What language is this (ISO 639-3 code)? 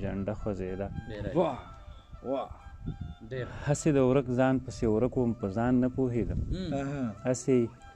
pus